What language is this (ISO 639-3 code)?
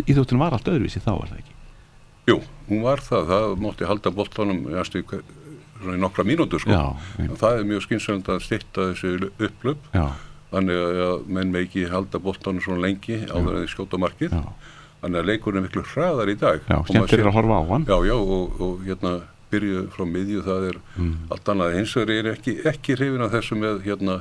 isl